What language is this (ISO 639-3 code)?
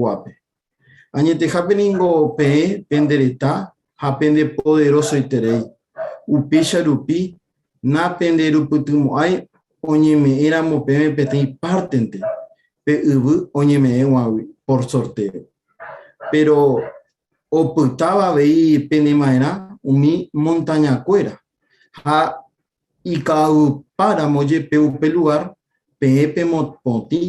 grn